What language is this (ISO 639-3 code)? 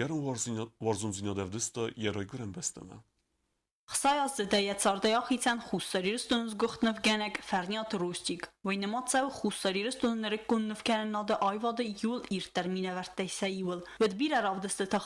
oss